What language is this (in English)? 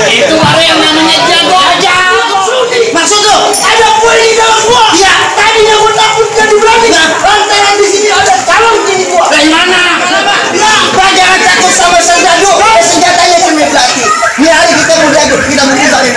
Betawi